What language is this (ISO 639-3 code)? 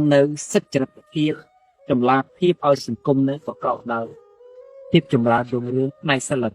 khm